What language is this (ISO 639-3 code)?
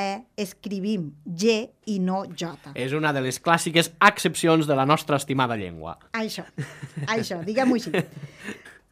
cat